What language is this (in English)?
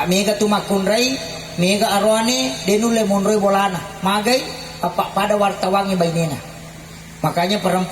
Buginese